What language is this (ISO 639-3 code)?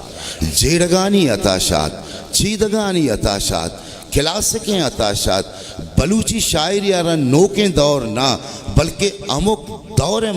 bal